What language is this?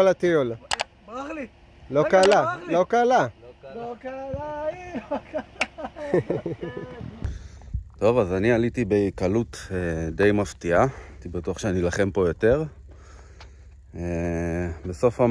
Hebrew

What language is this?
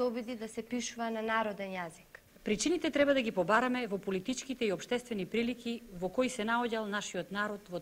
Macedonian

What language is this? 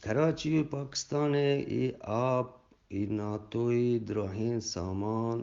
Eastern Balochi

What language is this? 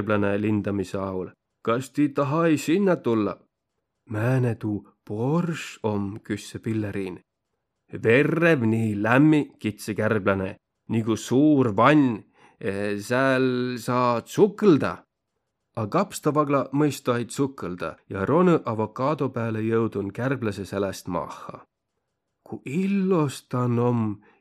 Võro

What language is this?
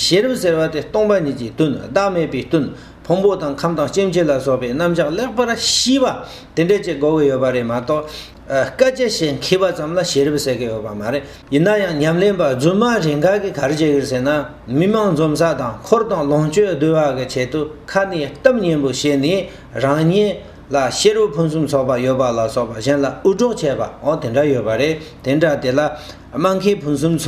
Tibetan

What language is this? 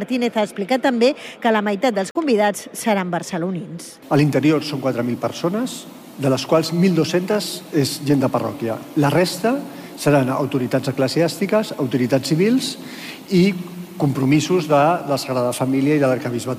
Catalan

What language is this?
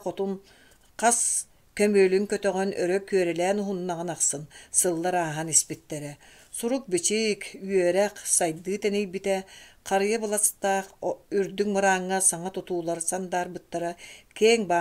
Yakut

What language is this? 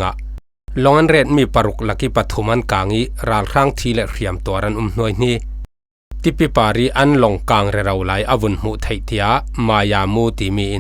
Falam Chin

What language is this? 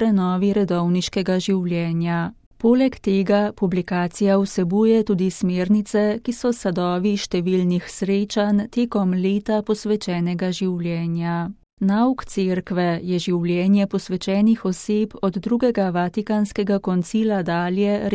Slovenian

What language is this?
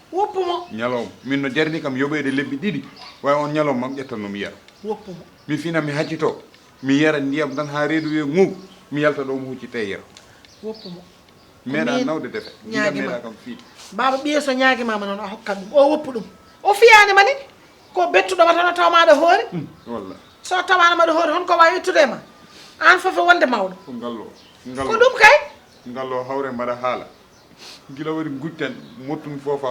Fula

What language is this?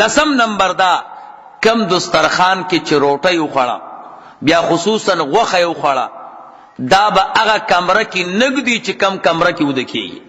Pashto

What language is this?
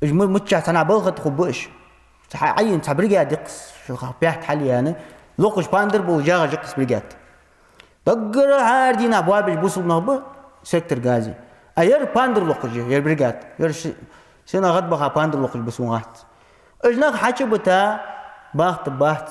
Ingush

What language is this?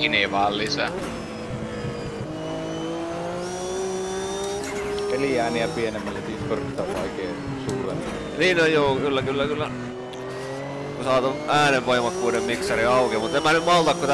Finnish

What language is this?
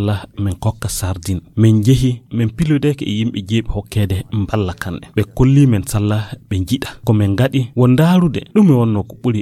Nigerian Fulfulde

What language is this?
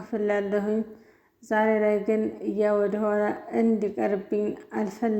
Amharic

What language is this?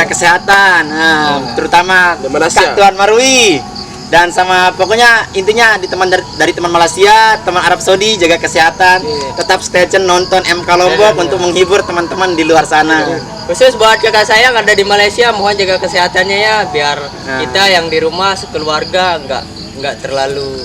Sasak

